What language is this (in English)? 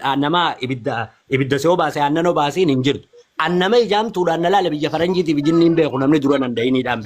Oromo